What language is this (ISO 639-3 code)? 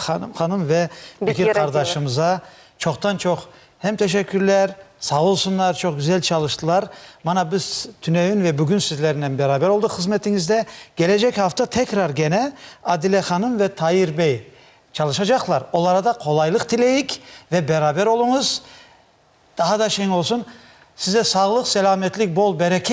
crh